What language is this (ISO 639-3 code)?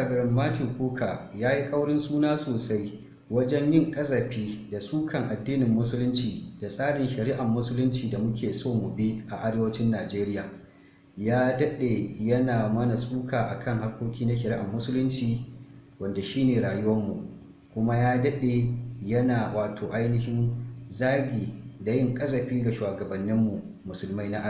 hau